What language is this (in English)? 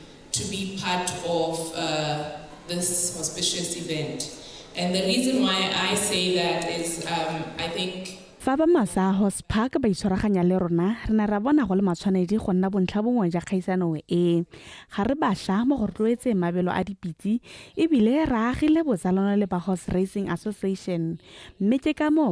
Tswana